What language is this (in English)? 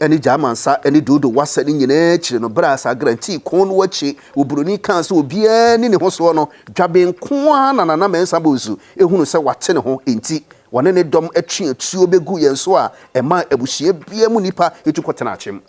Akan